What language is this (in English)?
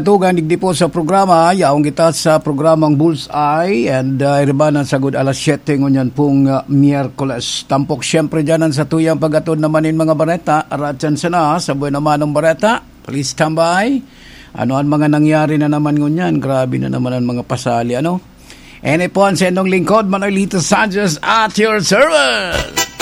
Bikol